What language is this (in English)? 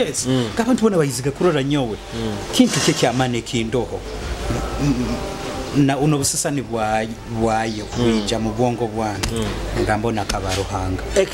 Nyoro